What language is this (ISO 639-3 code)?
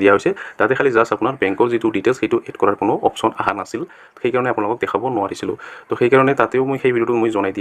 asm